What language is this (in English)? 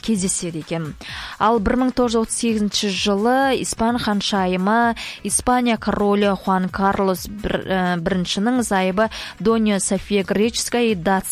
Kazakh